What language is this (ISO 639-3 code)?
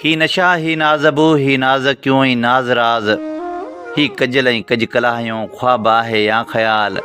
snd